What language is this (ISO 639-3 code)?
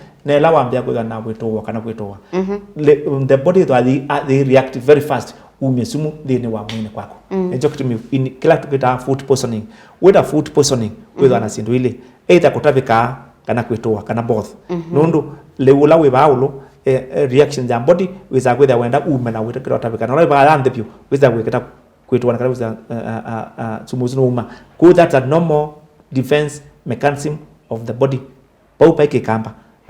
kam